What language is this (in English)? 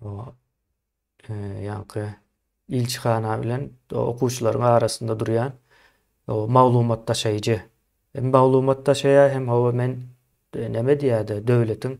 Turkmen